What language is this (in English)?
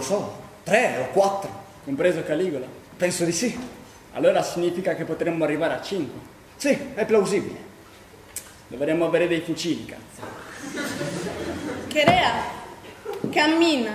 Italian